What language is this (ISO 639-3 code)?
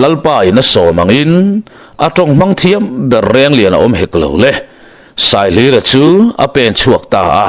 lus